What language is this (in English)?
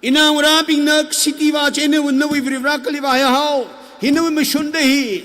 Tangkhul Naga (India)